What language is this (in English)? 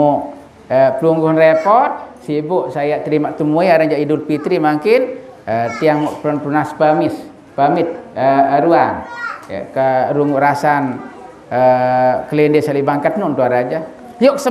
Sasak